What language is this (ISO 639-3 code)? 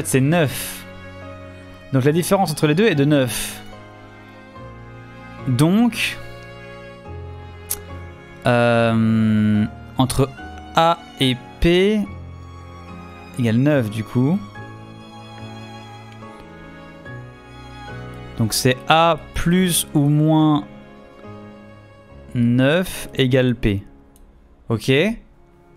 fra